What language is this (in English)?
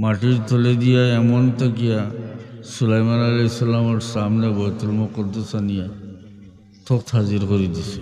Sylheti